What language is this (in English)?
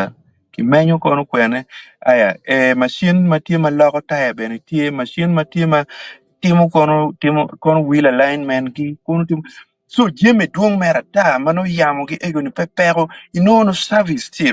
Acoli